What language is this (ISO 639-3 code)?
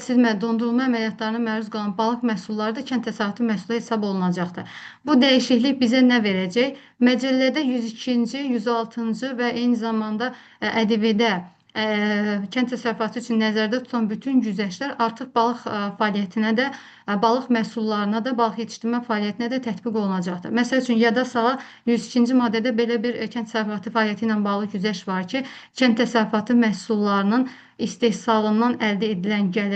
aze